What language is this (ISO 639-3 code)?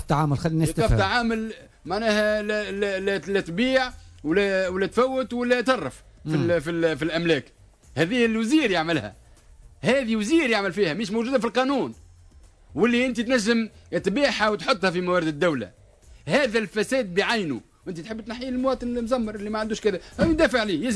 aeb